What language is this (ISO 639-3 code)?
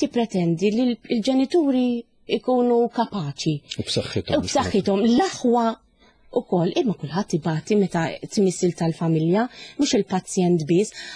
mlt